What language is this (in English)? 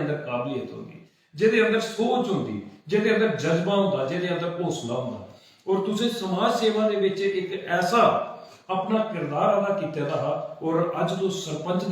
Dogri